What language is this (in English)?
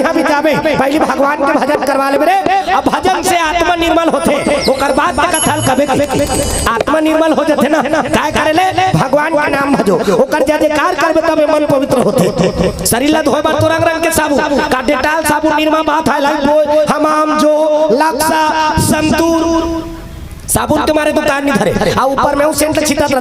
Chhattisgarhi